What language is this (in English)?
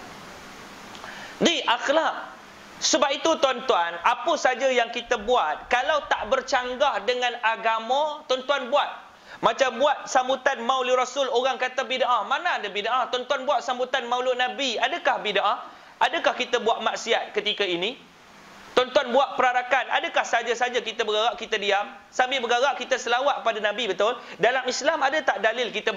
Malay